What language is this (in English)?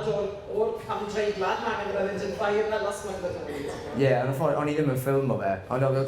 Welsh